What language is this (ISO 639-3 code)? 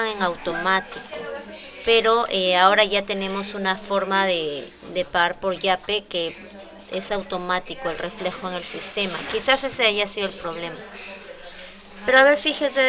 spa